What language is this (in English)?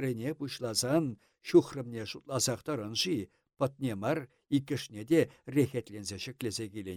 Chuvash